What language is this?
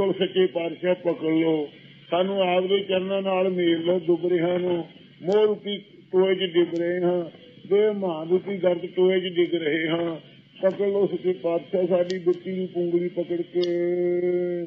Punjabi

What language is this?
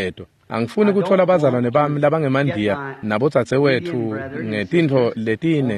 Swati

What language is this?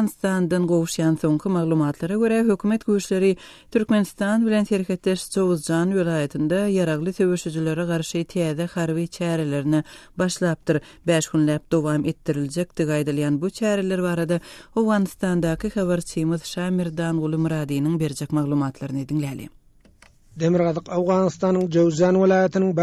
Turkmen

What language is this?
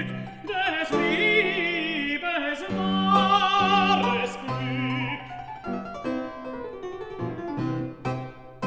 Icelandic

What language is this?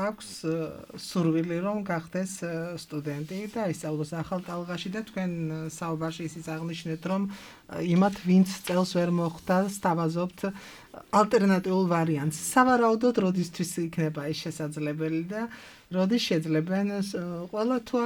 Georgian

